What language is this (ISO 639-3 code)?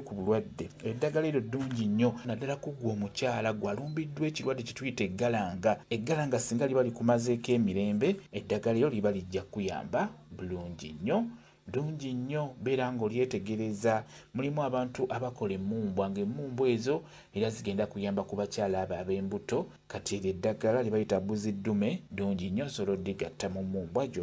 lug